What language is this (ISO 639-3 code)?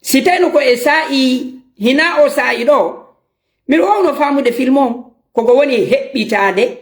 ful